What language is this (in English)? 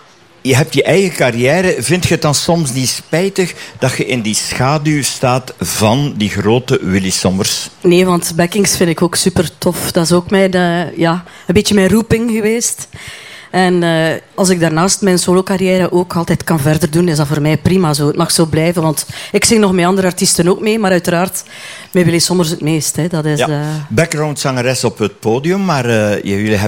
Dutch